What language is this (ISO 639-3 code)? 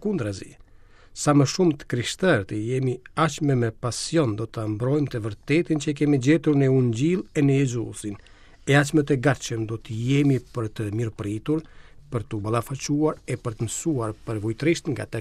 sqi